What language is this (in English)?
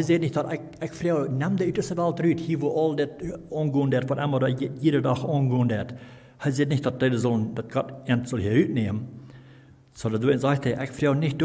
Plautdietsch